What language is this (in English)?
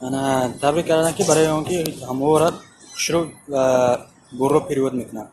Tajik